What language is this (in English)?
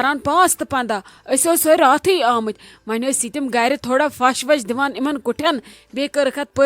Kashmiri